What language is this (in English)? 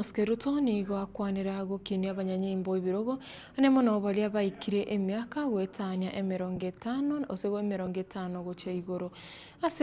Gusii